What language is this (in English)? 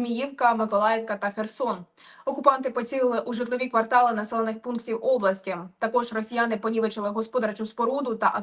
Ukrainian